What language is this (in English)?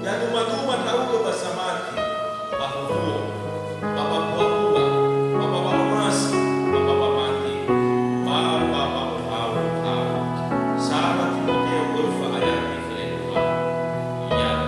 Nias